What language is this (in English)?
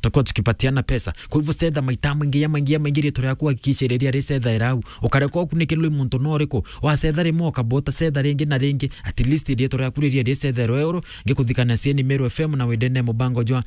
Meru